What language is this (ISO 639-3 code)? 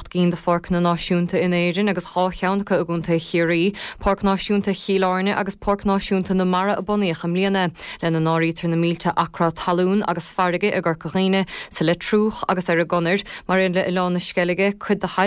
gle